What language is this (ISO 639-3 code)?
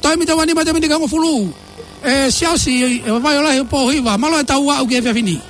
ton